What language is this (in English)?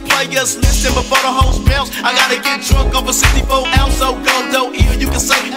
English